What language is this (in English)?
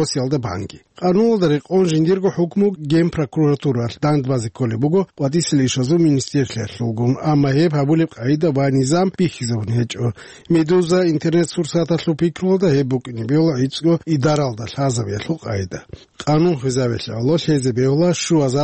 Avaric